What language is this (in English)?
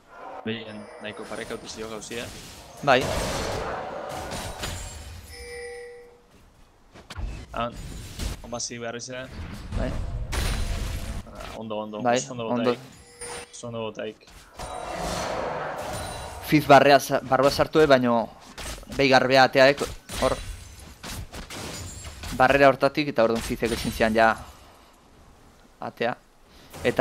Basque